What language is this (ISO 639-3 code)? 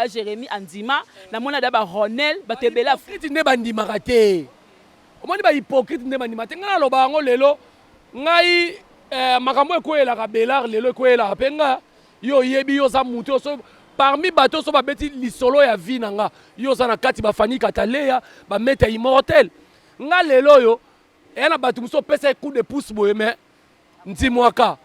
lin